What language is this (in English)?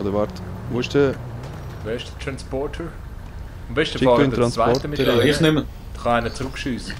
Swiss German